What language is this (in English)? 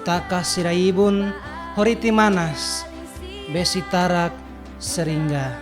Tetum